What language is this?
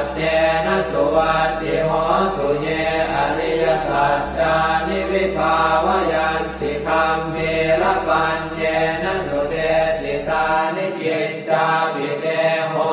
Pali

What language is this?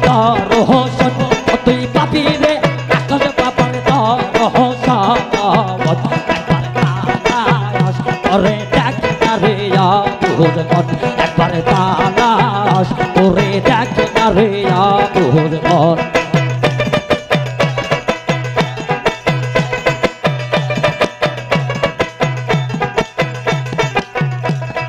Bangla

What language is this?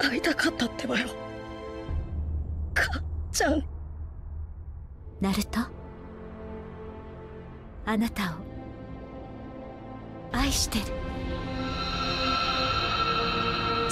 Japanese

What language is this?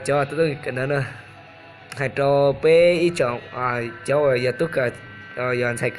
Hmong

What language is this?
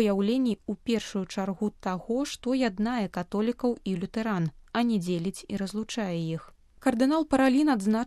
Belarusian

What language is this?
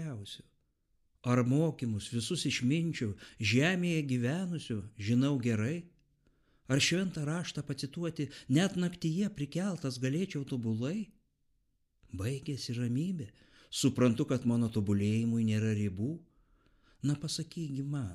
Lithuanian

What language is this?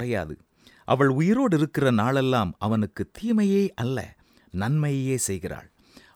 Tamil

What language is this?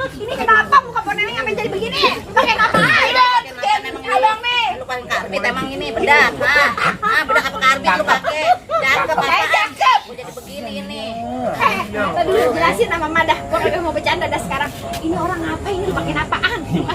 Betawi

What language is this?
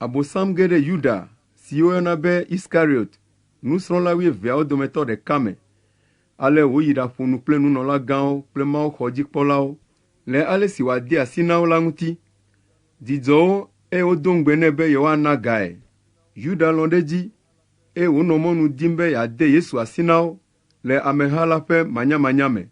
Ewe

